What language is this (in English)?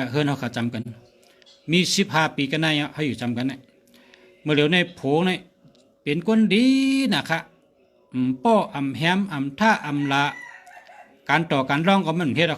Shan